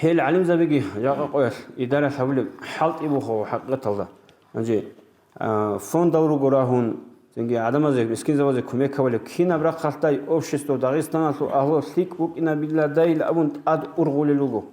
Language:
Avaric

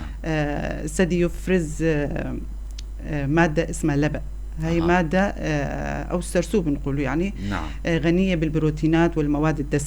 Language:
North Levantine Arabic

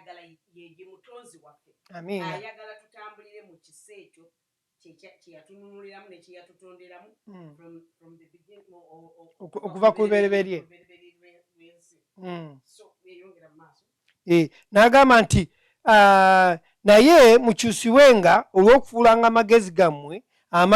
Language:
Ganda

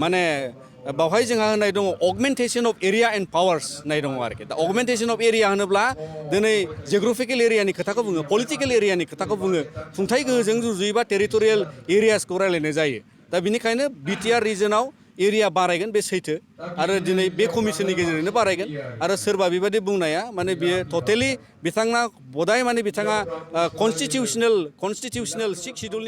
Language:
Bodo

